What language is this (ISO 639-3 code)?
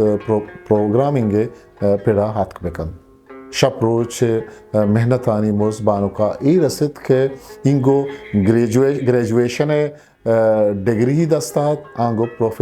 bgp